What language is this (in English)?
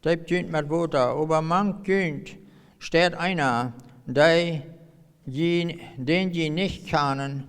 Plautdietsch